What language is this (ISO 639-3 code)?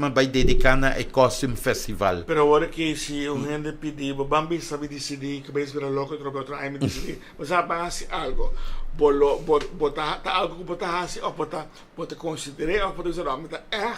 pap